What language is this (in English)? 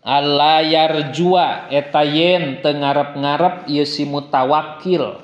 Sundanese